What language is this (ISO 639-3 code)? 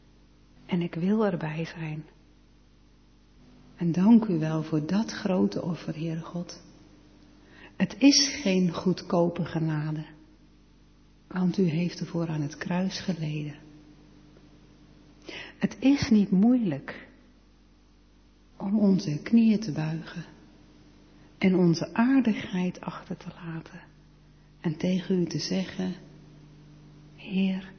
nld